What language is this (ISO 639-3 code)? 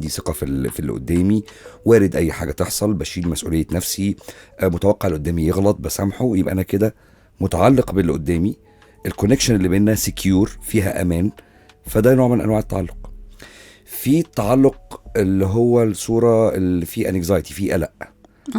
arz